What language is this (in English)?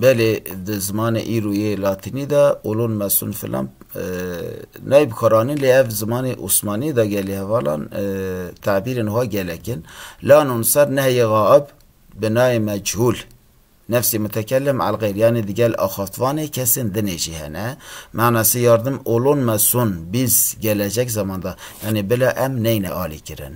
Kurdish